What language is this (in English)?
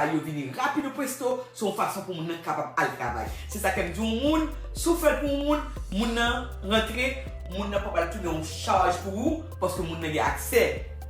Haitian Creole